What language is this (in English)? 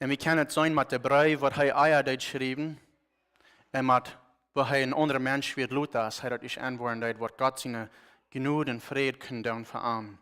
Plautdietsch